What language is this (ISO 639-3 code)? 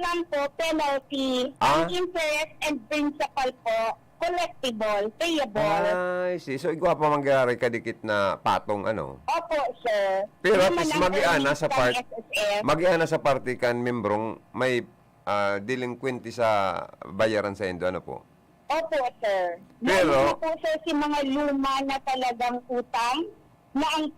bik